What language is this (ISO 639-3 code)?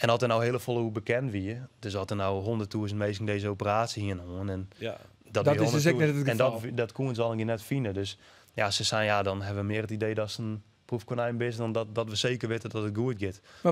fry